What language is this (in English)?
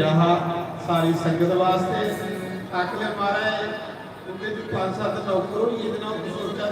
Dogri